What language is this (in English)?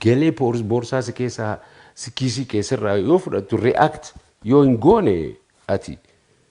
Oromo